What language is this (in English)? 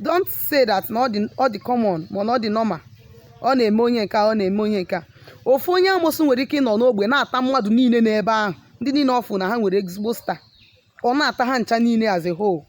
Igbo